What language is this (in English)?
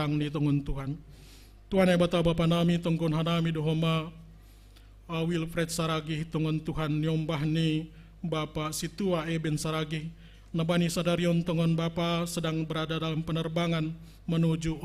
Batak Simalungun